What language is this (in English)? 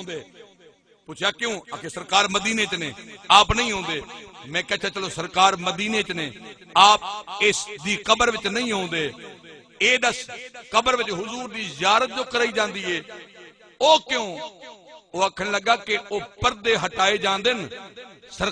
Saraiki